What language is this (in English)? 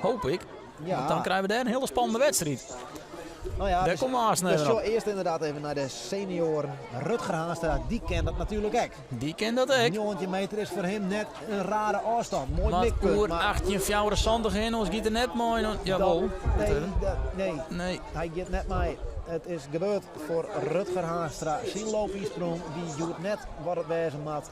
Western Frisian